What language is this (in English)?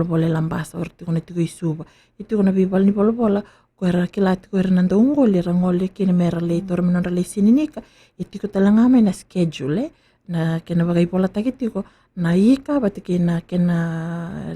Fijian